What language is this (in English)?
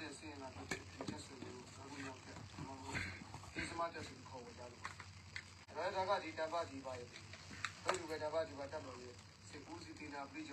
Burmese